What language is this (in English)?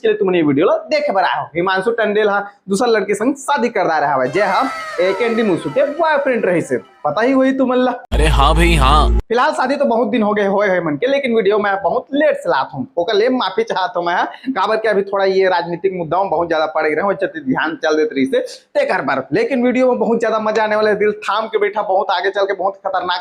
Chhattisgarhi